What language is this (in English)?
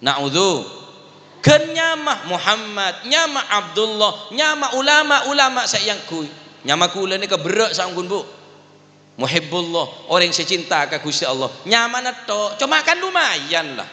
Madurese